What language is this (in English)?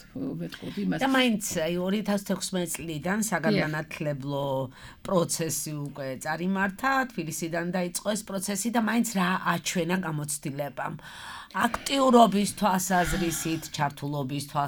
Georgian